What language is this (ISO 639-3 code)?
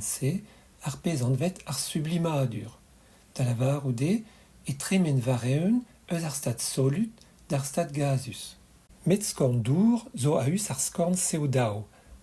bre